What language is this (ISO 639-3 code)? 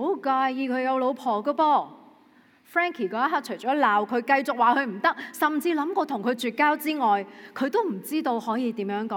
yue